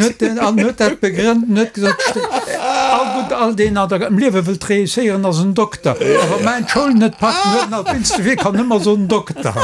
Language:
Luxembourgish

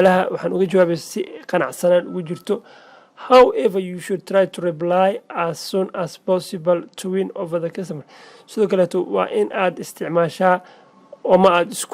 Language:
Somali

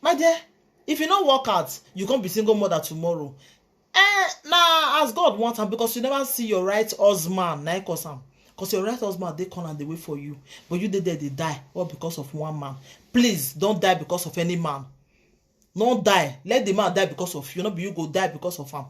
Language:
Nigerian Pidgin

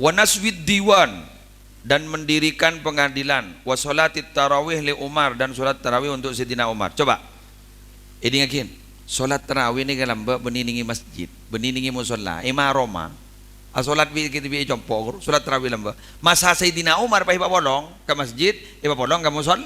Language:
Madurese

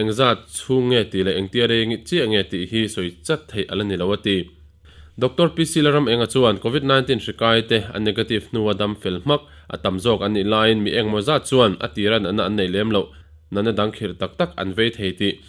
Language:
Mizo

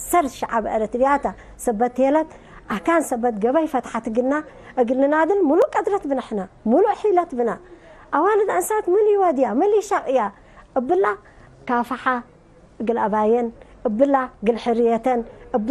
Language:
Tigre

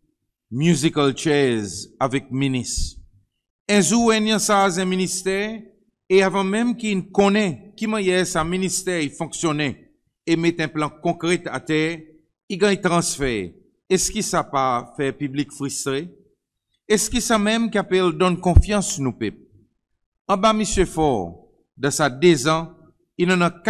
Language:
Seselwa Creole French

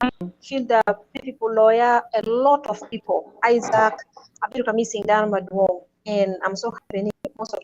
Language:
Acoli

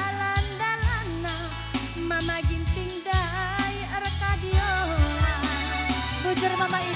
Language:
Batak Karo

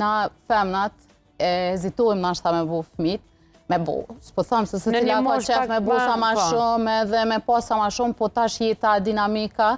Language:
Albanian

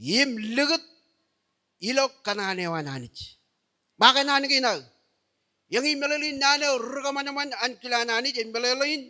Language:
Marshallese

